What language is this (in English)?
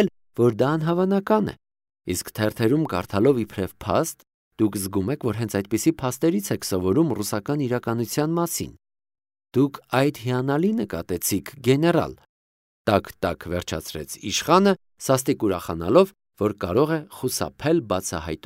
Armenian